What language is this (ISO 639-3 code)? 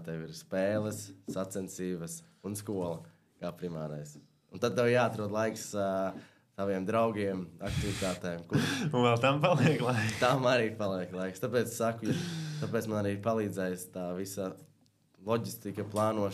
lav